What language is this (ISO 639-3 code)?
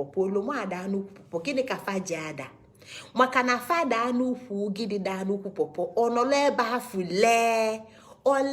ibo